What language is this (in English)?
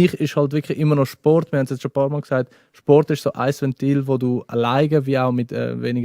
Swiss German